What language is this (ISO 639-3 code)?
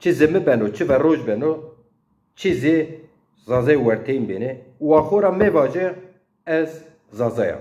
zza